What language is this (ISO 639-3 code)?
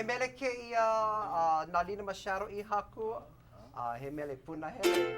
haw